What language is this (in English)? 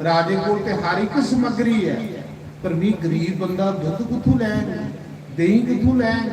Dogri